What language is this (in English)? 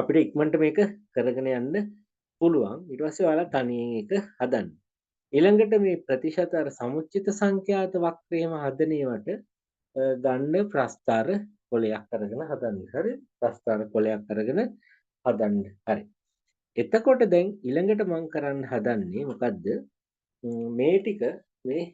Sinhala